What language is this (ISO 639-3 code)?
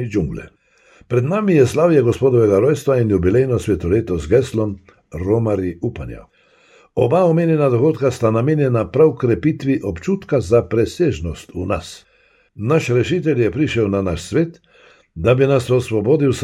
slv